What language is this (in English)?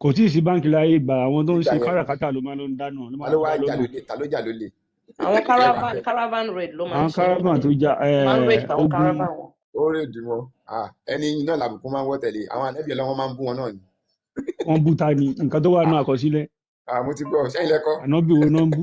Yoruba